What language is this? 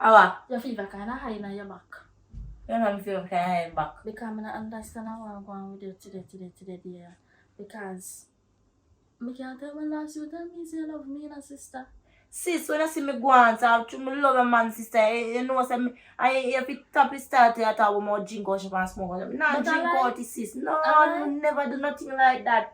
Jamaican Creole English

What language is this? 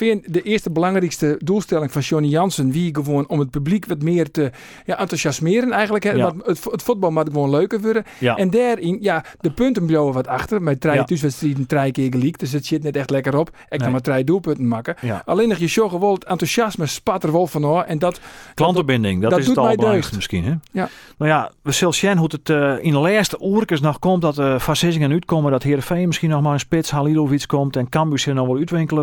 Western Frisian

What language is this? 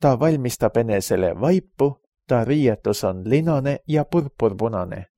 Estonian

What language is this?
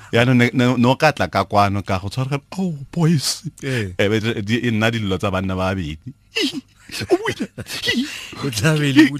Tswana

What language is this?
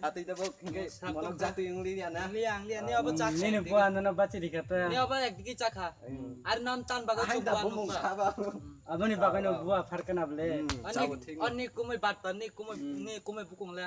Kok Borok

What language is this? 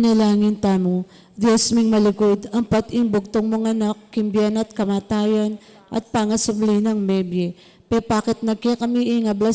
Pampanga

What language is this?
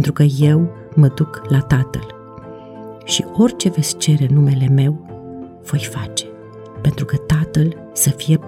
Romanian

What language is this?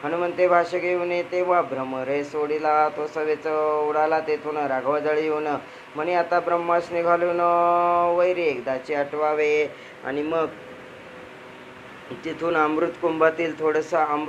Marathi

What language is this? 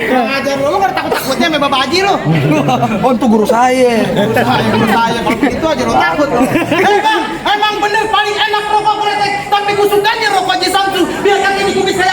Betawi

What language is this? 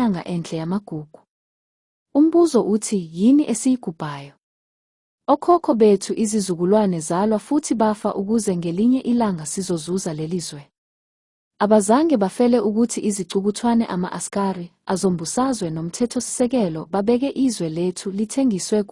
Zulu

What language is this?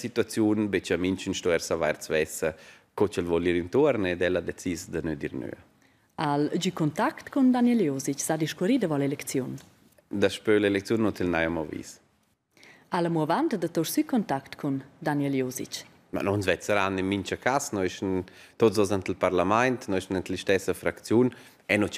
Romansh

